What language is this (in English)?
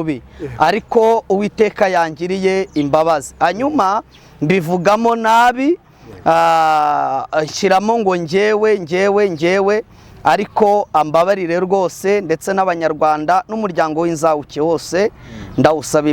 Kinyarwanda